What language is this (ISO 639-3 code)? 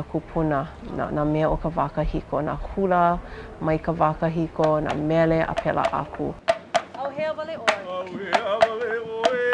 haw